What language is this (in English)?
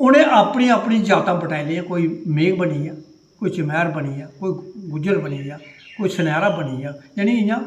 Dogri